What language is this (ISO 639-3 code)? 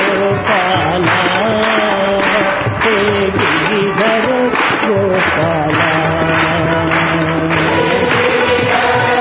tel